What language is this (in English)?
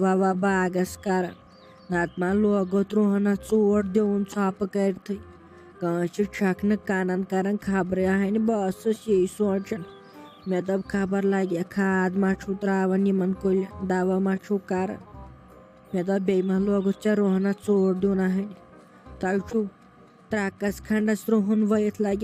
Kashmiri